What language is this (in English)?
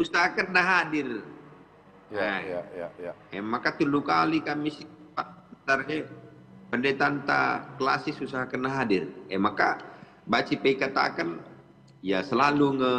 Batak Karo